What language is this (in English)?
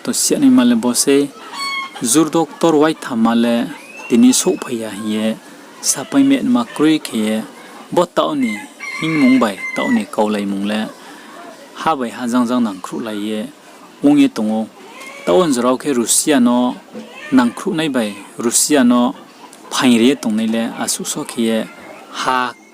Riang (India)